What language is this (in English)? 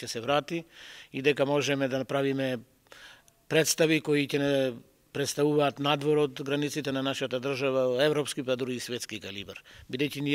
Macedonian